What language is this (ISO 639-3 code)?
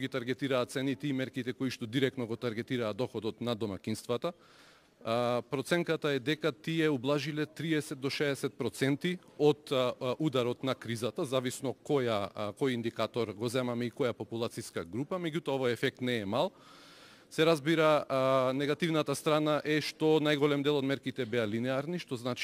mkd